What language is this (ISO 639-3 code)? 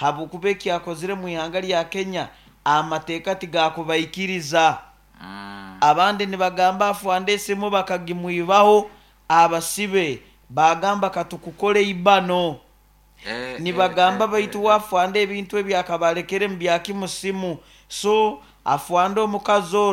nyo